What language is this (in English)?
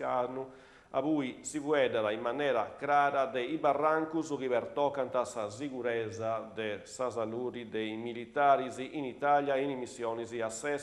Sardinian